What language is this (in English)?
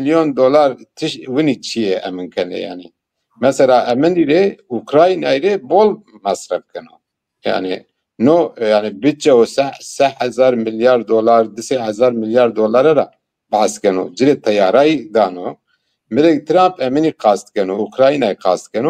Zaza